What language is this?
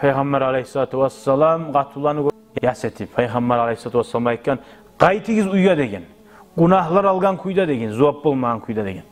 Kumyk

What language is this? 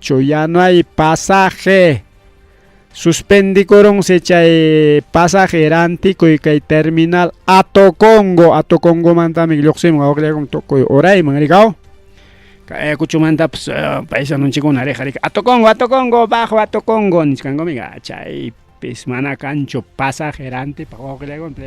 Ayacucho Quechua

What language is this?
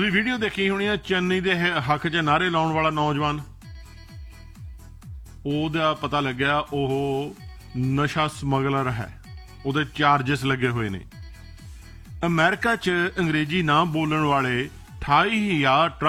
Punjabi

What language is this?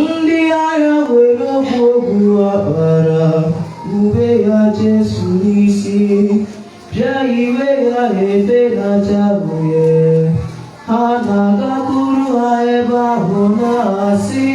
Igbo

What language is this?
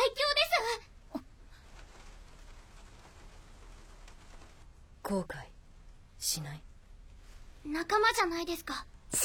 Japanese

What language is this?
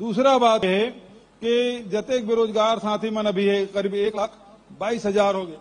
Chhattisgarhi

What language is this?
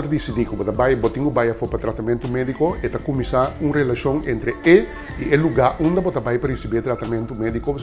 Papiamento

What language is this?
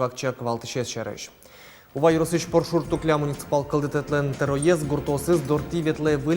Udmurt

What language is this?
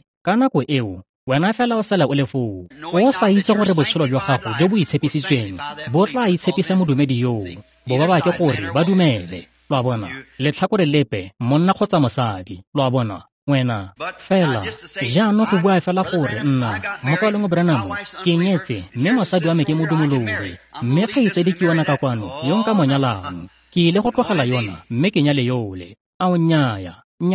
Tswana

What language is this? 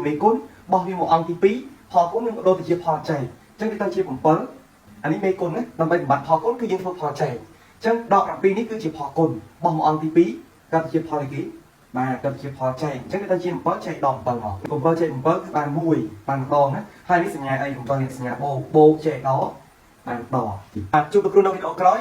Khmer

